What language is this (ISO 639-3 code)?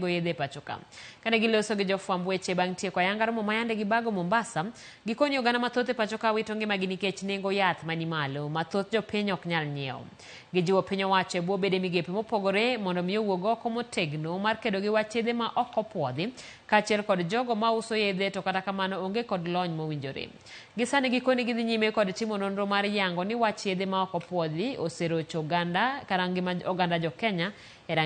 luo